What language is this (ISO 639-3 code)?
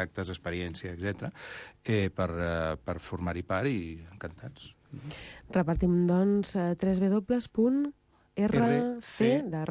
cat